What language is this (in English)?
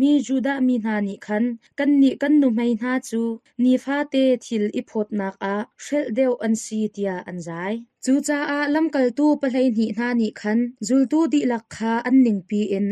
Hakha Chin